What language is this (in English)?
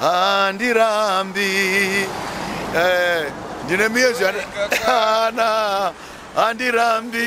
Shona